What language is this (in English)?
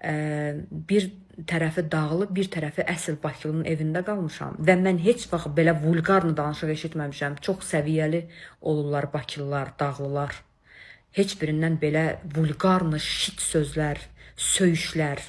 Azerbaijani